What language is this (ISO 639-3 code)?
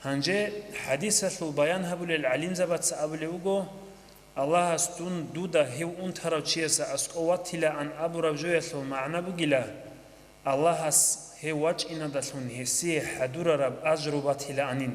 ava